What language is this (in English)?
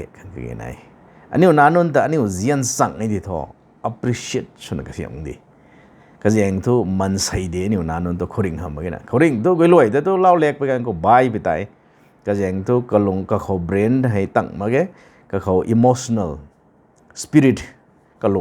Rongmei Naga